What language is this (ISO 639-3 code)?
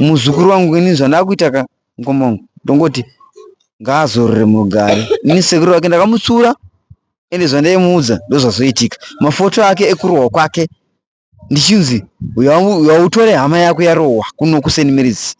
sna